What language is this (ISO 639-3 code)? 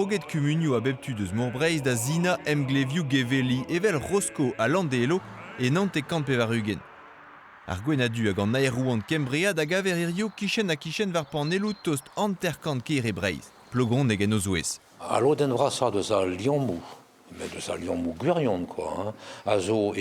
bre